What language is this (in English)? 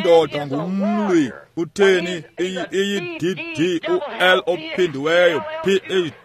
Xhosa